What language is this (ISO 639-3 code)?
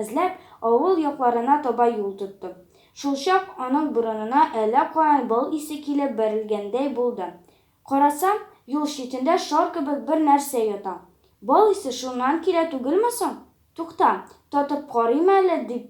tat